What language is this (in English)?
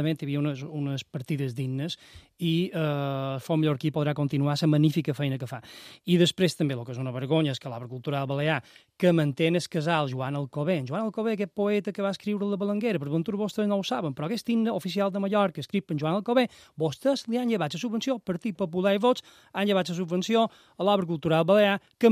Catalan